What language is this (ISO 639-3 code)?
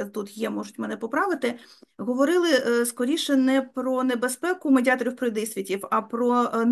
ukr